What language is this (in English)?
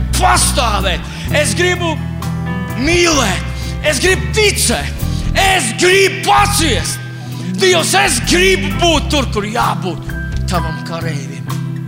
Latvian